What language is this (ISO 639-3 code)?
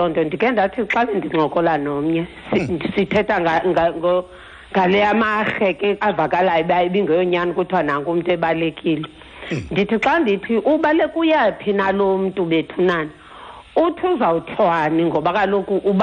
xho